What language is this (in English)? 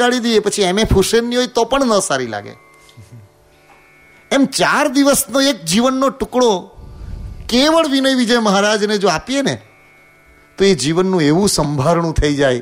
Gujarati